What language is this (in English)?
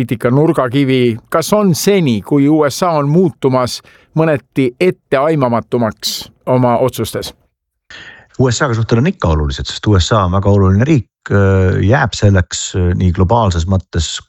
Estonian